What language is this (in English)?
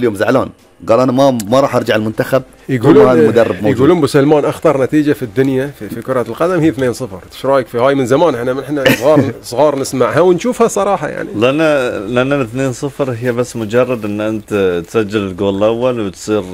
Gulf Arabic